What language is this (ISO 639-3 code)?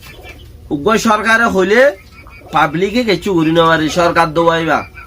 rhg